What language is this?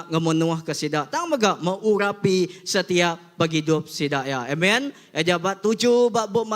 Iban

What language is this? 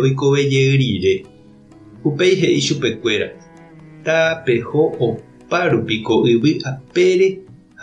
Guarani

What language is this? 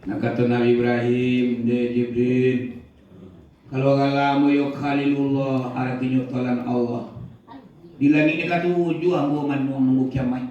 Minangkabau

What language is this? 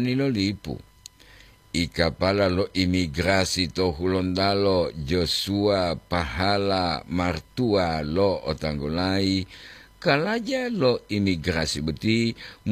Gorontalo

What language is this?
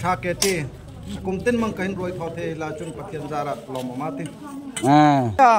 Darlong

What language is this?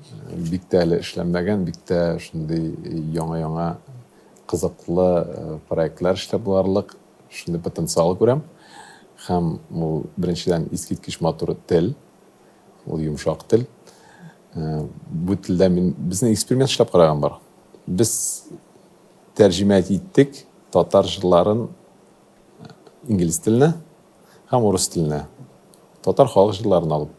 Tatar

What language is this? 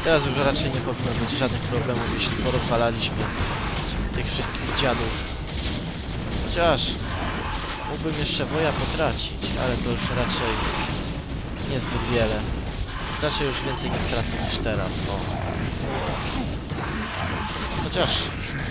Polish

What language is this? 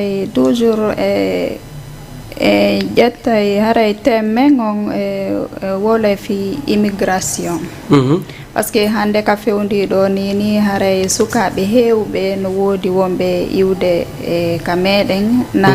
Fula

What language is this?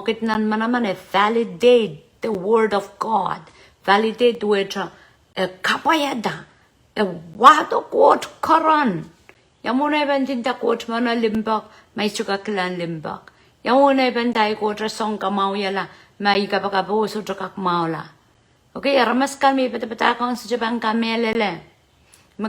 Pohnpeian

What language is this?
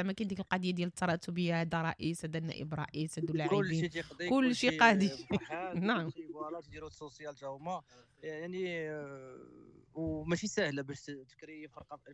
Moroccan Arabic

